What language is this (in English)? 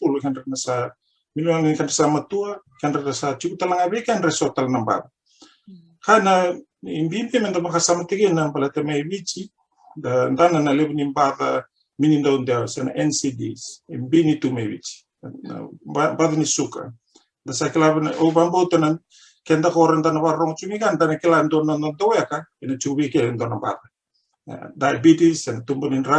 Fijian